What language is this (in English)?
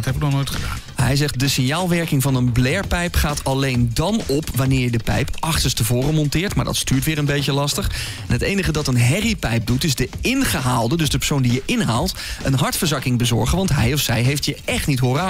Dutch